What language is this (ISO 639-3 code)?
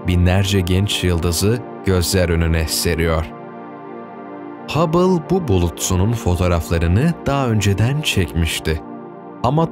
tur